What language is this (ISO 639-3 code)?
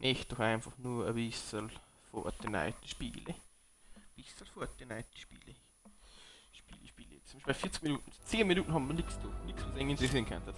bar